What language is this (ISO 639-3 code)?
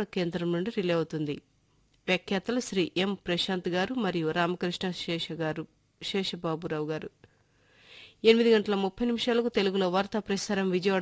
tel